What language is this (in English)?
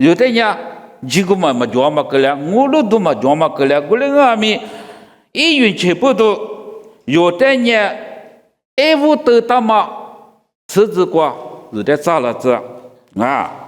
Lisu